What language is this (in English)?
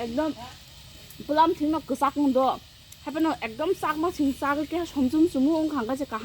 Kok Borok